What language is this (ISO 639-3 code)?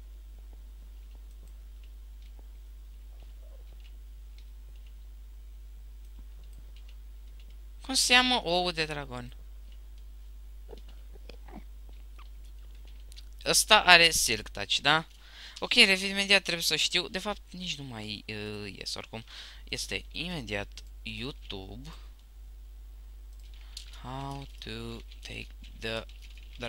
ron